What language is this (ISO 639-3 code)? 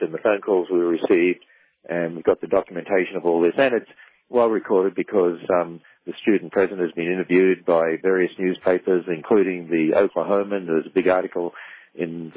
eng